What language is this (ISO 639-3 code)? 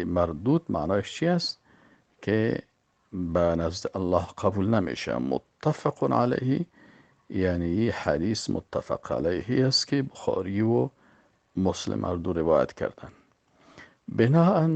fas